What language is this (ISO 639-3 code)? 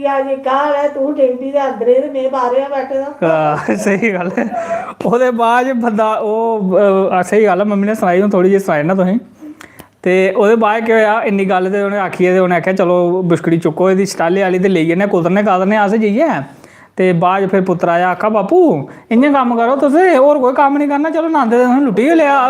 doi